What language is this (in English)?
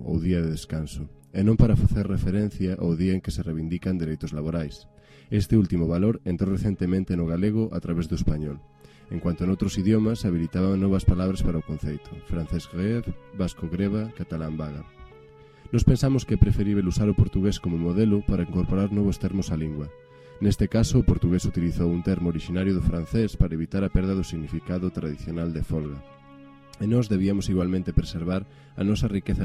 Galician